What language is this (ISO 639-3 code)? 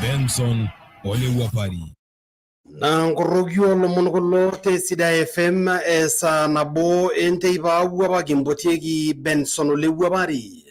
mas